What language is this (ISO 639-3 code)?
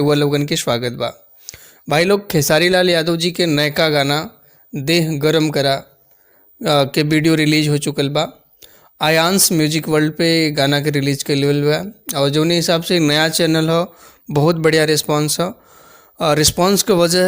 bho